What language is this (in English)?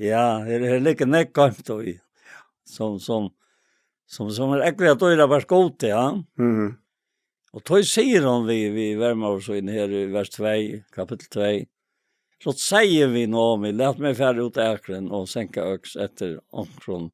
Faroese